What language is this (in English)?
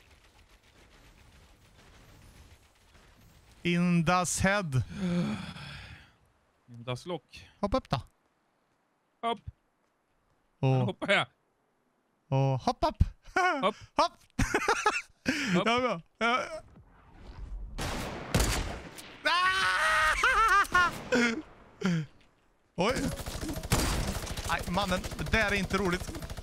Swedish